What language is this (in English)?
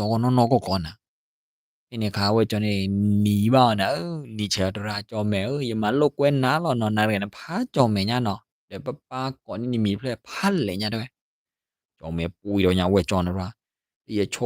S'gaw Karen